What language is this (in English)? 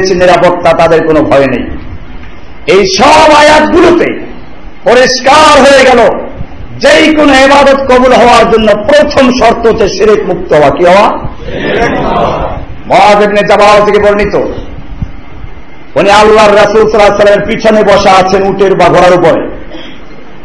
Bangla